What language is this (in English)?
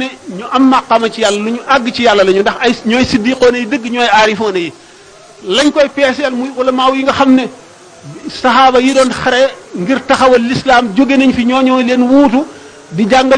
Wolof